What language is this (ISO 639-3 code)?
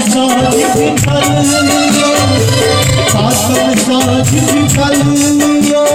mai